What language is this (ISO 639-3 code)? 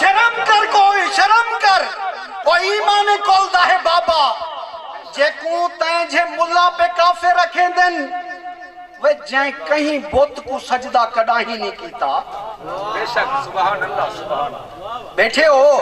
skr